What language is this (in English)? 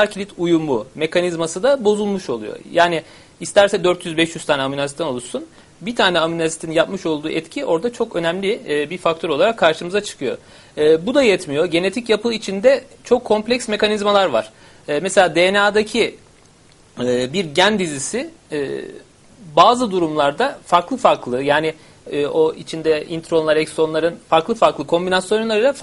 Turkish